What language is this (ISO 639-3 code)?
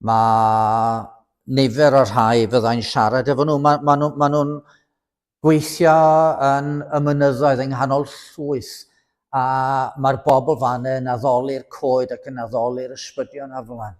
cym